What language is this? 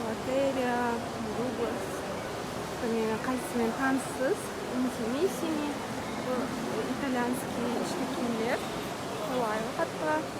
Kara-Kalpak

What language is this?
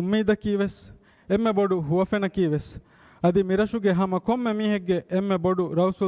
Divehi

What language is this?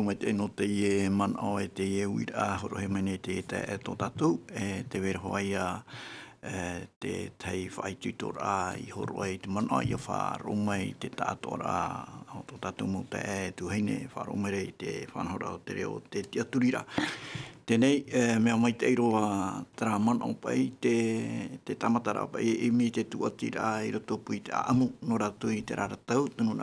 Tahitian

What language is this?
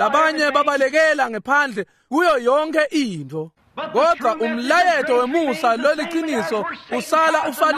Swati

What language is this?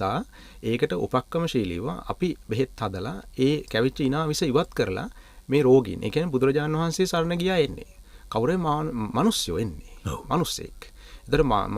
Sinhala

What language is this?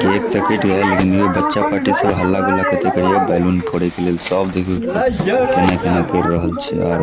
Maithili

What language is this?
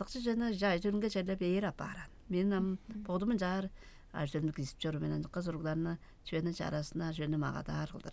Tuvinian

